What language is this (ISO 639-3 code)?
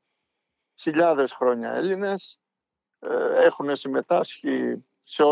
ell